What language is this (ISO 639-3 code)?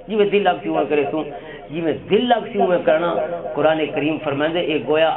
lah